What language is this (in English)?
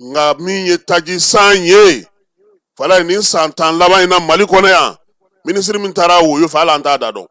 Bambara